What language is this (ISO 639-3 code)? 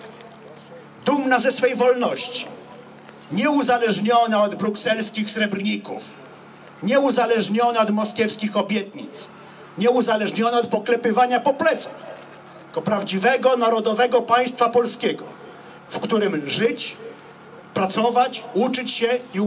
pol